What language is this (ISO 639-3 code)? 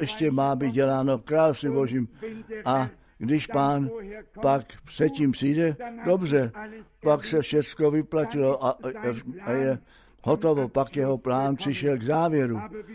ces